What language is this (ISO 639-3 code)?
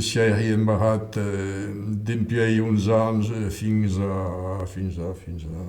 oci